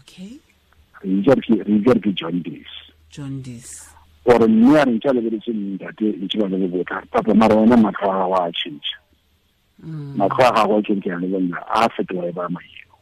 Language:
Tswana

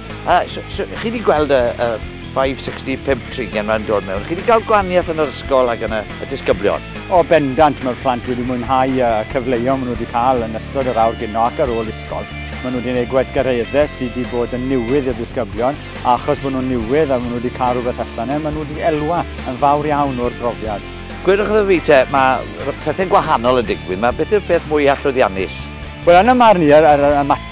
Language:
Welsh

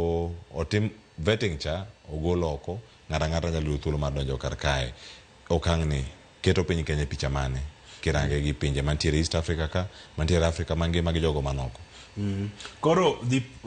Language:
Luo (Kenya and Tanzania)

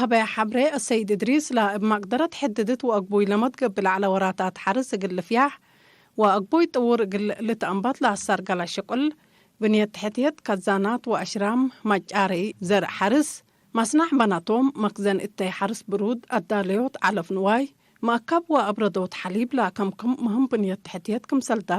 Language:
Tigre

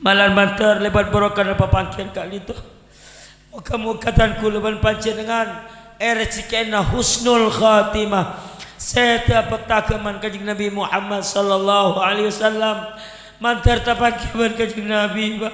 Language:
Madurese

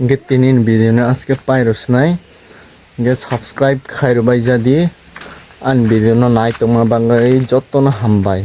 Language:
Kok Borok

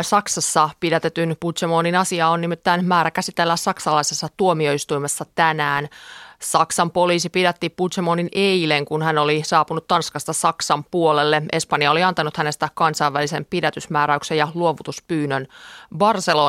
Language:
Finnish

